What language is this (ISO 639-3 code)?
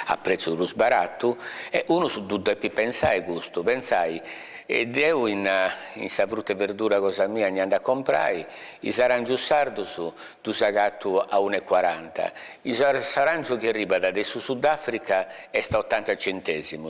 srd